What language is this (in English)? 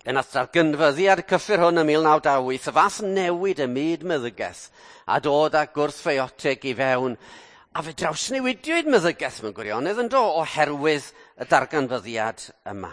Welsh